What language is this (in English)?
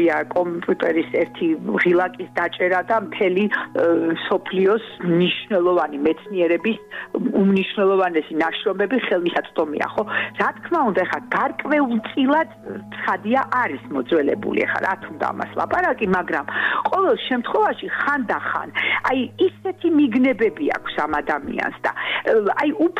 Georgian